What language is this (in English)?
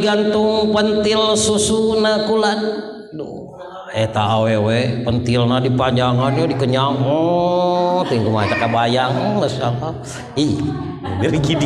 Sundanese